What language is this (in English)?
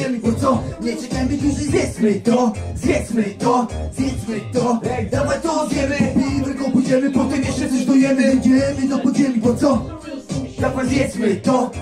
Polish